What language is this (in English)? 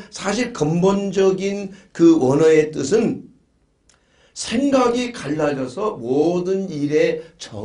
Korean